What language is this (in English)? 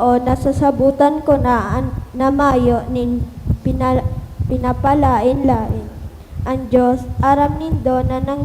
Bikol